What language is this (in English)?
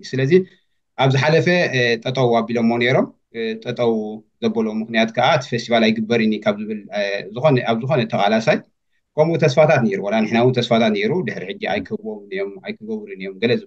Tigrinya